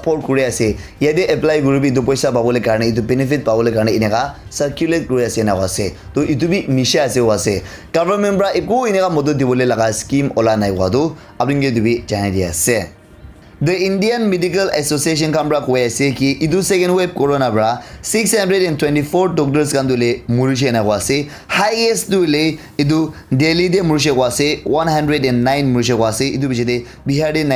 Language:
Naga Pidgin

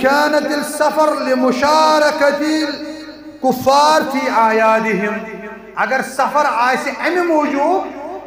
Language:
Kashmiri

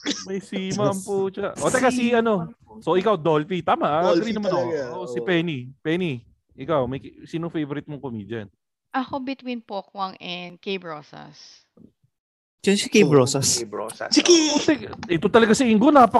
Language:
Filipino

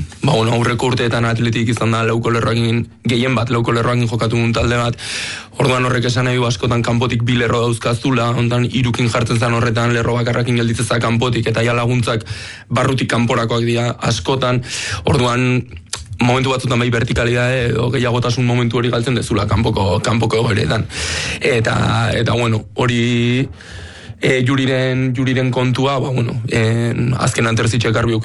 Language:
Basque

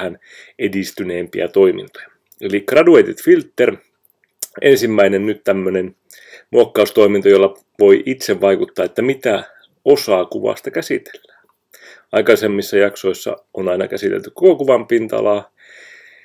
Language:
Finnish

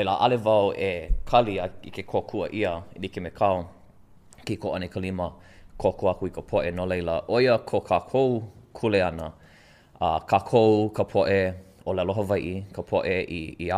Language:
Hawaiian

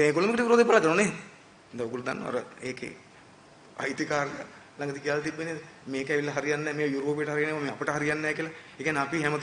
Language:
Sinhala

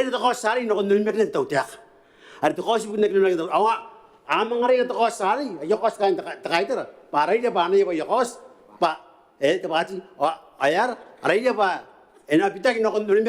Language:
Gilbertese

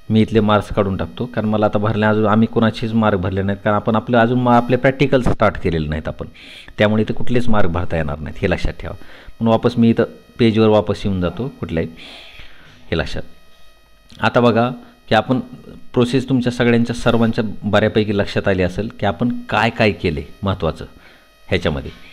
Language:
Marathi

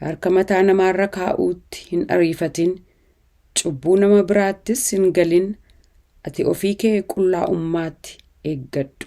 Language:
Oromo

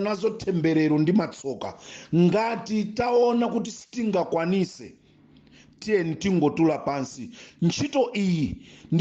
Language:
Nyanja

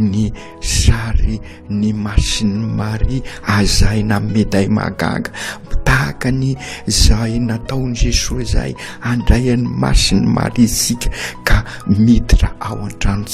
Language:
Malagasy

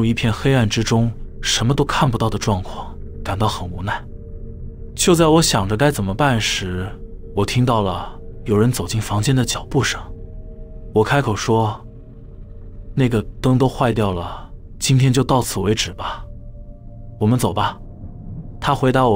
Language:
Chinese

